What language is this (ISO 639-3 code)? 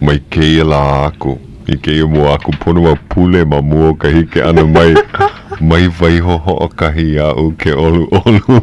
haw